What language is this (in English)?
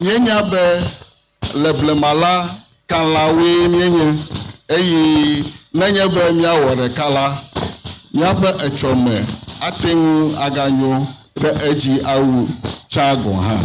Ewe